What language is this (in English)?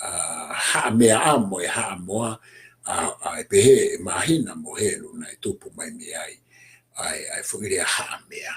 Tongan